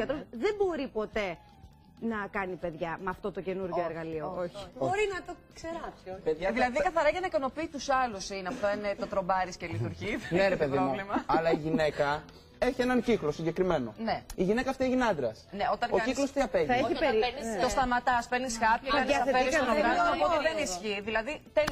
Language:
Greek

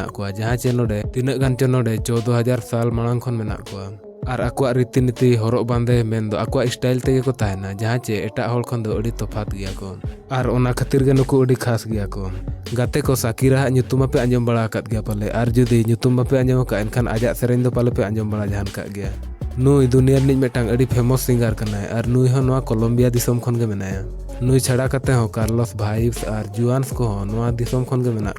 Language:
Santali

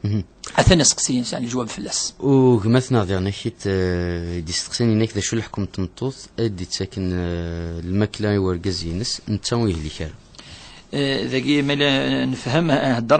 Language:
Kabyle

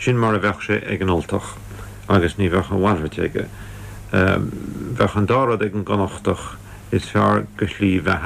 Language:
Irish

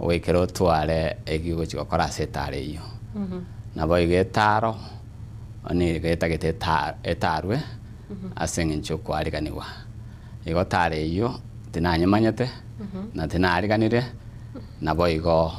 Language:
Gusii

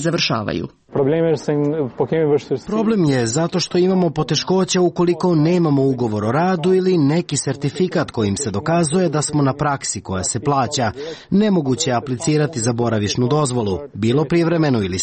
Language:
Serbian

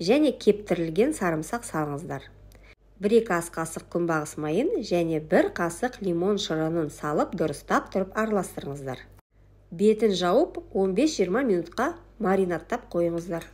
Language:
Kazakh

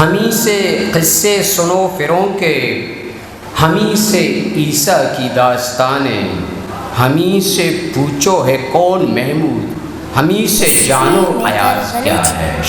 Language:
Eastern Balochi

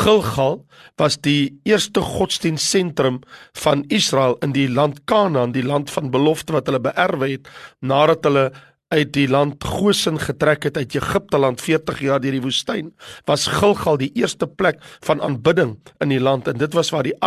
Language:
Afrikaans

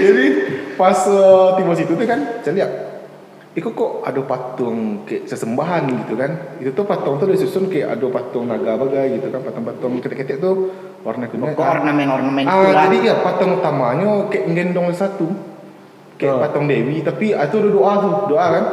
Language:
Minangkabau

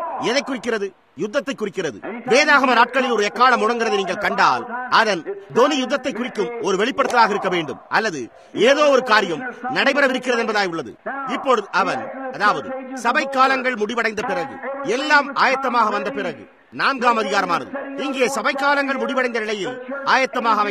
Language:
Tamil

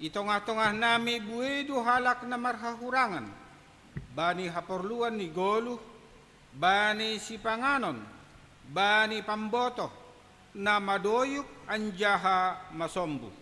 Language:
Batak Simalungun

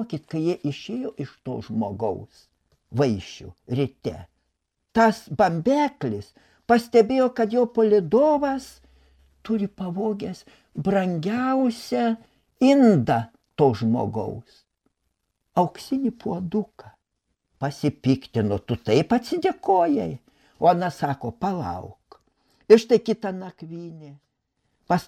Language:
Lithuanian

